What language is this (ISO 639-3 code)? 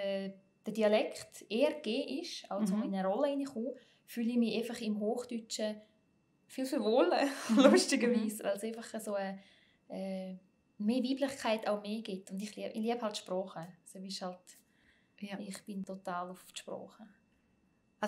gsw